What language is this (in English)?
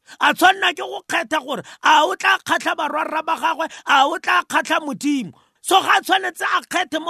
Tswana